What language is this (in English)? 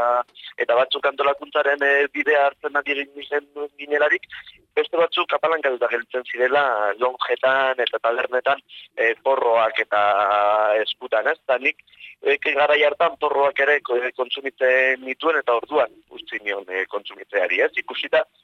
Basque